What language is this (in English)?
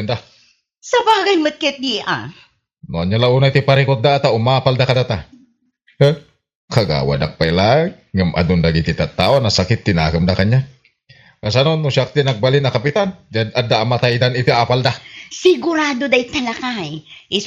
Iloko